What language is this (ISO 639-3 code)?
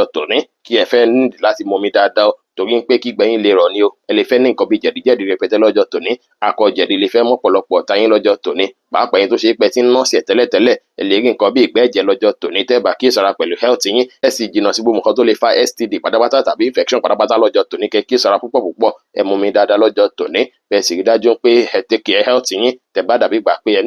yor